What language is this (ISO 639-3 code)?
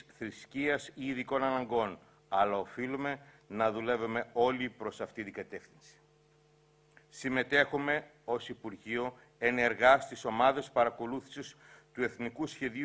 ell